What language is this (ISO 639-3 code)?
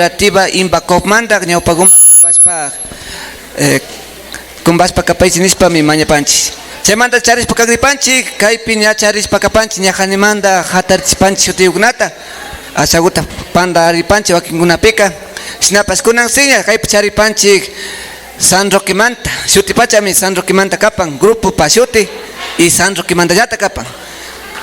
qvi